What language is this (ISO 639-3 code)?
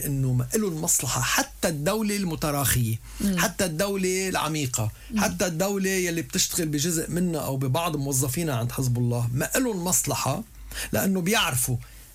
apc